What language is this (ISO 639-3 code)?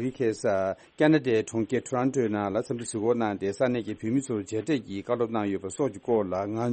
bod